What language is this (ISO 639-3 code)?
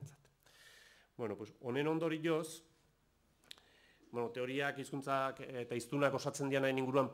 eus